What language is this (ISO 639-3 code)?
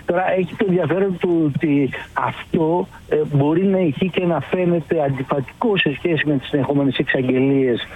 ell